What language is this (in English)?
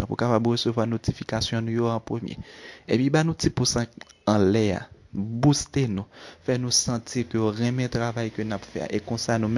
Haitian Creole